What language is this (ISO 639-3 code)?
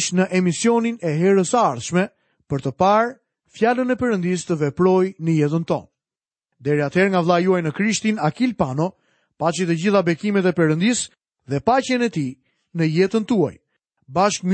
sqi